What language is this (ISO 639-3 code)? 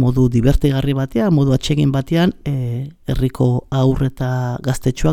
eus